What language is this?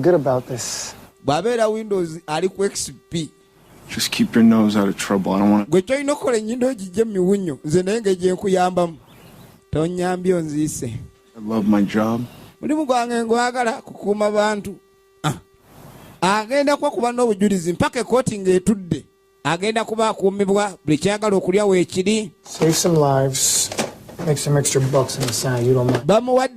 Ganda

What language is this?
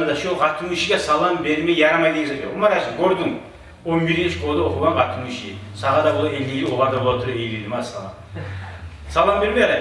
Kumyk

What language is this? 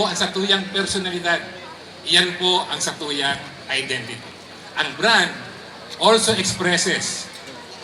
Bikol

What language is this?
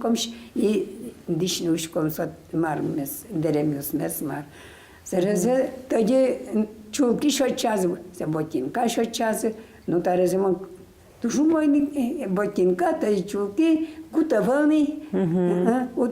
Udmurt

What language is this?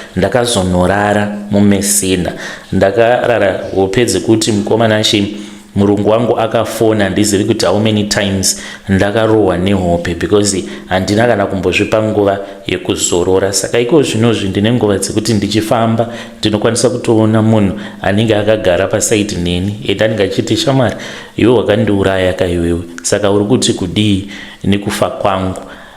Shona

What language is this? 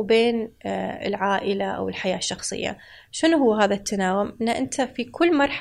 Gulf Arabic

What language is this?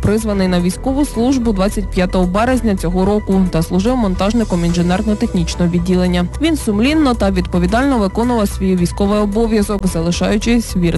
Ukrainian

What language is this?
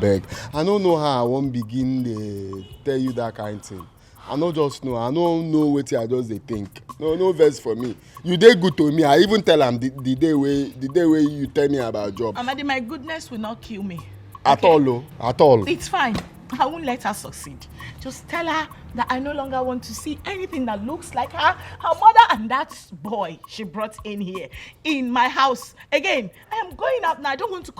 Nigerian Pidgin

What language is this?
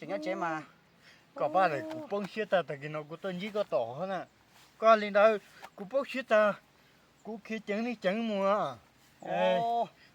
Hmong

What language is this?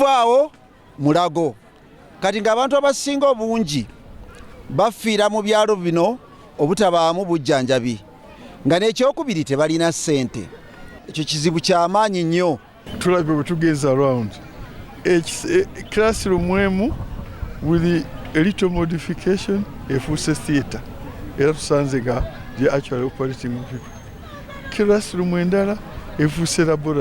Ganda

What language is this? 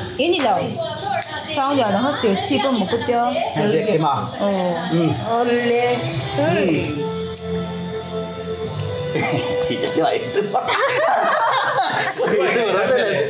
Vietnamese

